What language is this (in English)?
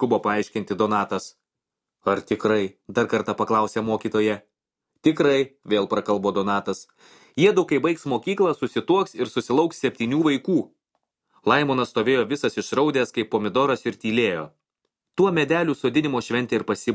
Lithuanian